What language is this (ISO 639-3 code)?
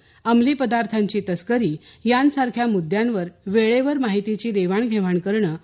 mar